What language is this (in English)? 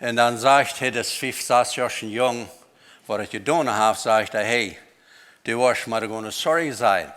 Plautdietsch